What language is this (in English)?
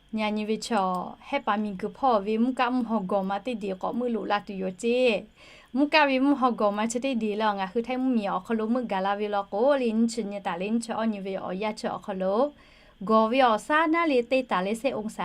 Lahu